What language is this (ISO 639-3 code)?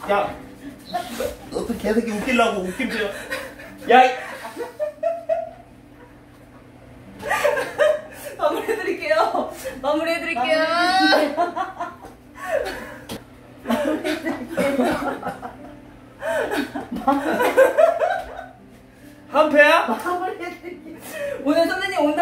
kor